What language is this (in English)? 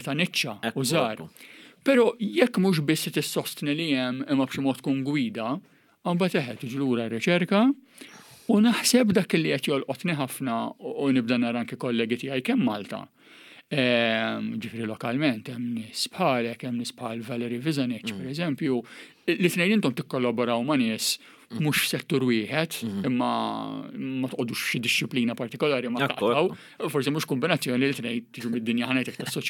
Maltese